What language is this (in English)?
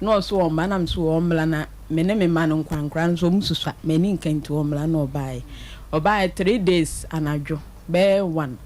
Akan